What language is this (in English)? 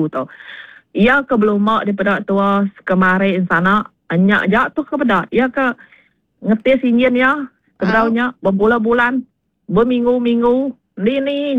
Iban